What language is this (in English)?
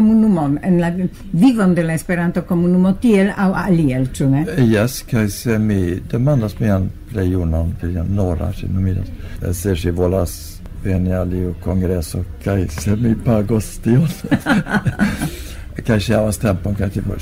Esperanto